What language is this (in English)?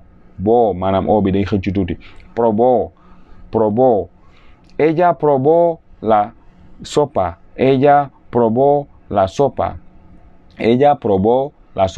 Wolof